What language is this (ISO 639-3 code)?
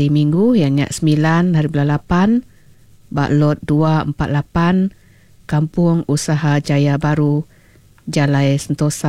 iba